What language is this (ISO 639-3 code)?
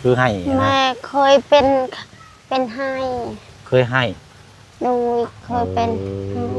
lao